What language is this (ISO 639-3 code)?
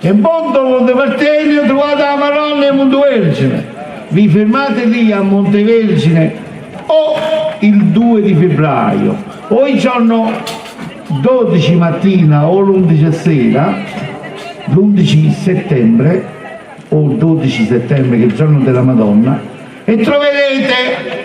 nap